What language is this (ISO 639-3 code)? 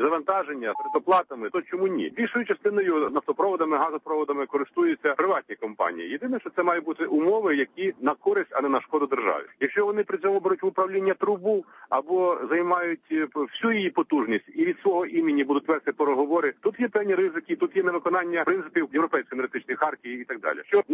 ukr